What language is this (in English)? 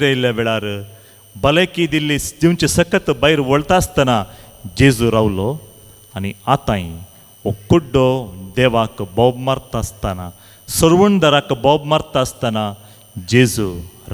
Konkani